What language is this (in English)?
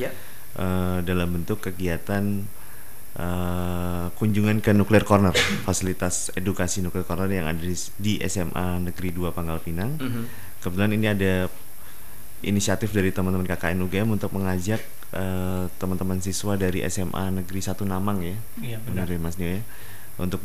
Indonesian